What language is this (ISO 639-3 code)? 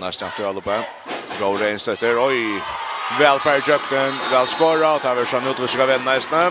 fao